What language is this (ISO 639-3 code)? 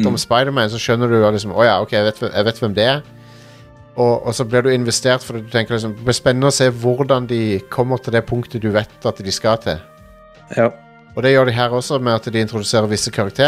nor